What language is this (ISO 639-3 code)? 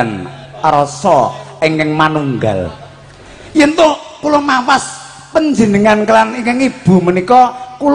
jav